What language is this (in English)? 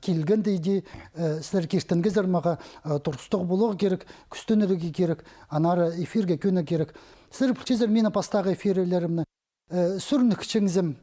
Khakas